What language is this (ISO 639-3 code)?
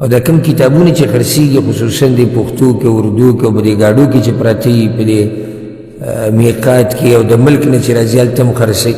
pus